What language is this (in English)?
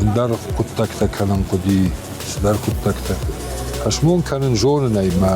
Ossetic